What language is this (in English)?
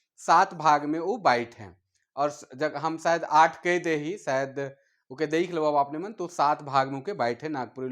Sadri